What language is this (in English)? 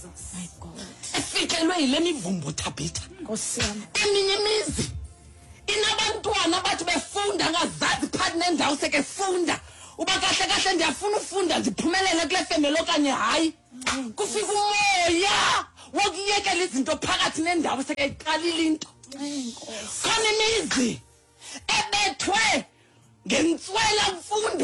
Xhosa